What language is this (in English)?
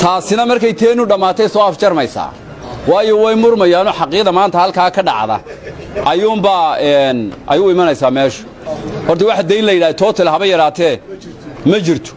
Somali